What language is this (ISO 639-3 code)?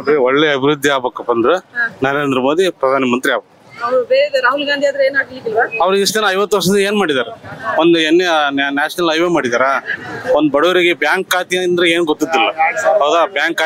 kan